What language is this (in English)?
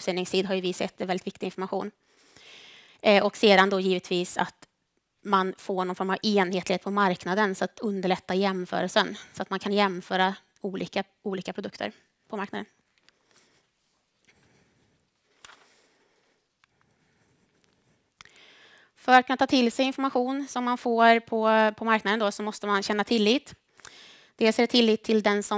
Swedish